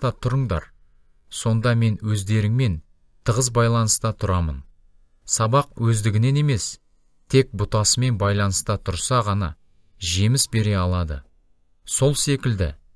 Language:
Kazakh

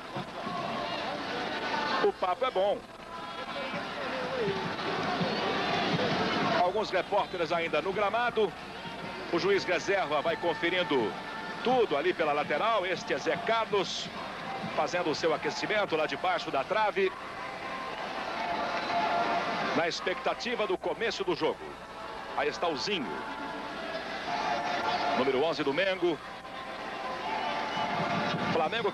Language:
Portuguese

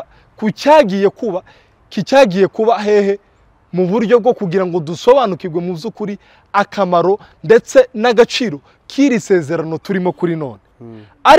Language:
Kinyarwanda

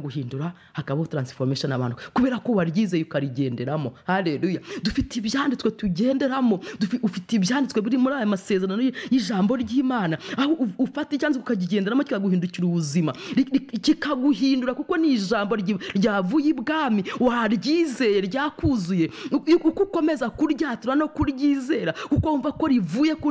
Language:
Kinyarwanda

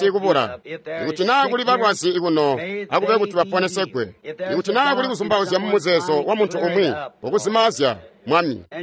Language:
Tonga (Zambia)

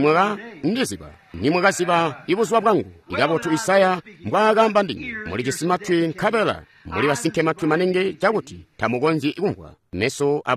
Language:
Tonga (Zambia)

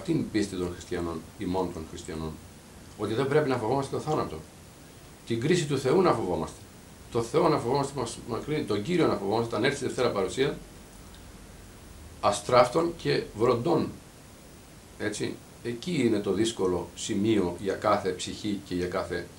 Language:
Greek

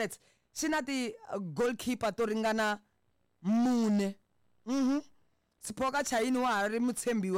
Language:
Tsonga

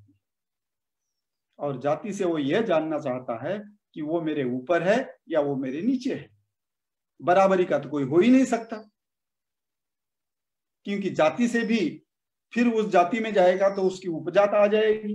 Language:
Hindi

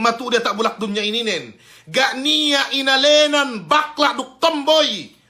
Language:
Yakan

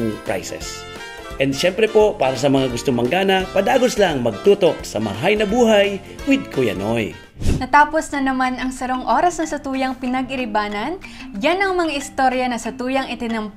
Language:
Bikol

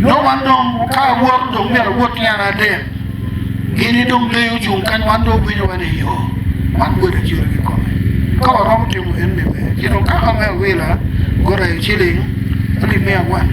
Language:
Acoli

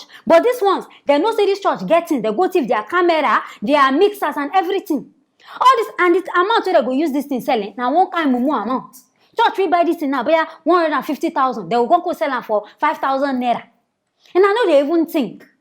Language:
Nigerian Pidgin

